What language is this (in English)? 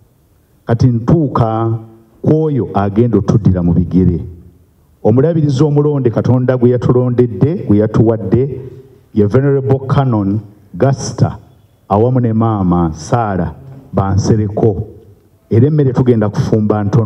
Ganda